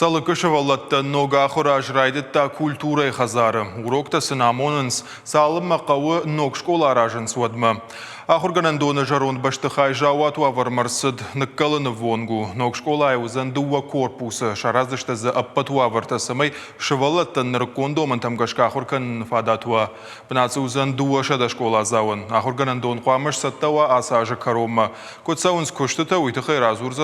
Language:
Ossetic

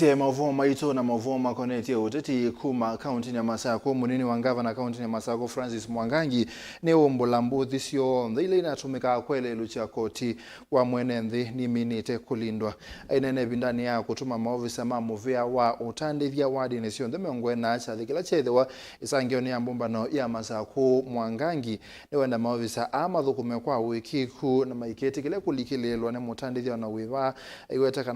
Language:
Kamba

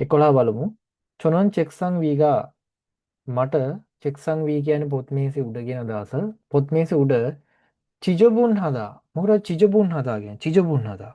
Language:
Sinhala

